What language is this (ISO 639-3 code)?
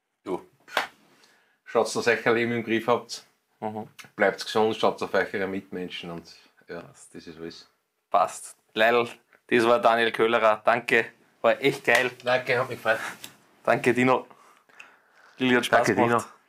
deu